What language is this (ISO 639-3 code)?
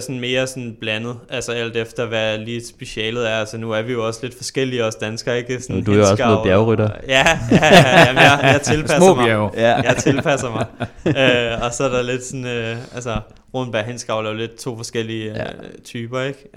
dan